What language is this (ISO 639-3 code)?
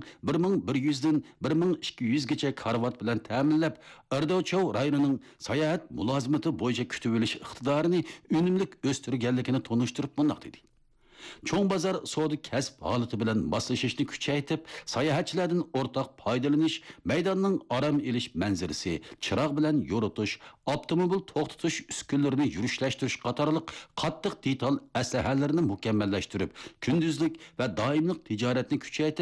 uig